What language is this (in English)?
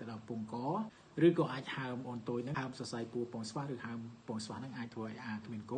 Khmer